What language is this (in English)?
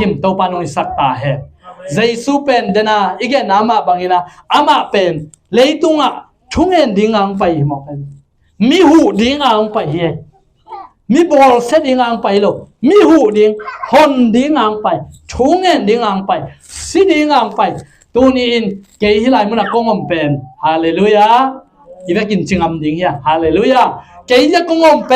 Tedim Chin